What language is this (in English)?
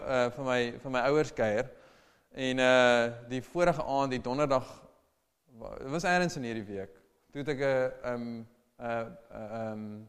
Afrikaans